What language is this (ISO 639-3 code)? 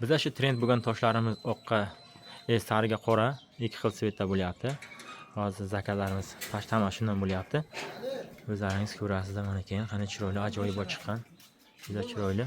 uzb